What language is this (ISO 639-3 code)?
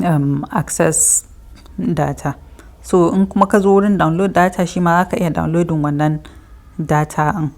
hau